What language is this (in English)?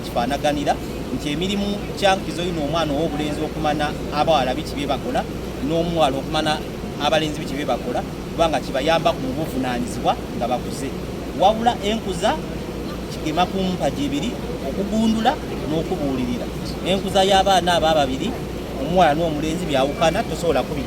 Soga